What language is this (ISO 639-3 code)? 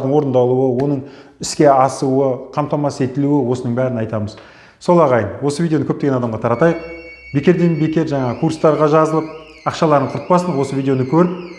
kaz